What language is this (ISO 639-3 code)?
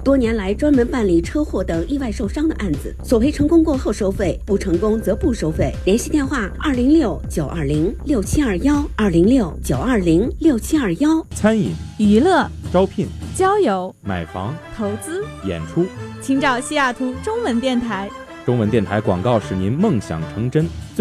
zho